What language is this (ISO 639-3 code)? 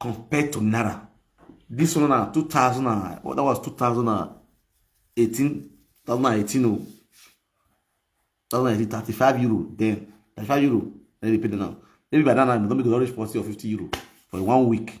pcm